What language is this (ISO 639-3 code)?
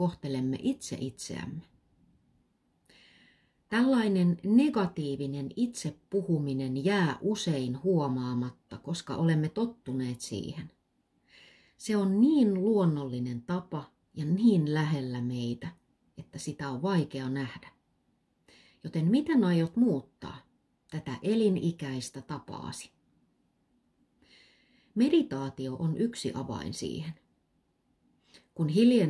fin